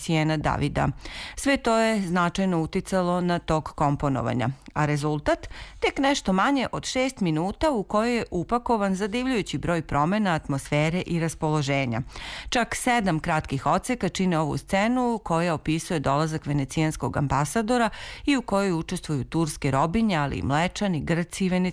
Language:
Serbian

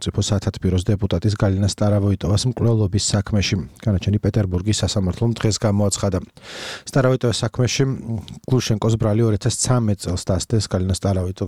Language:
Georgian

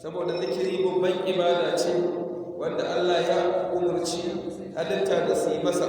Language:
Hausa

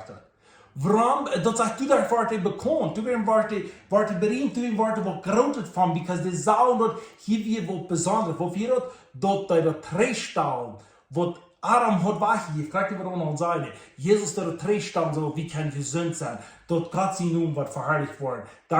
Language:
Plautdietsch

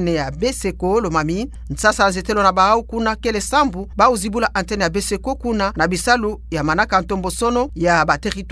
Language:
Kituba (Democratic Republic of Congo)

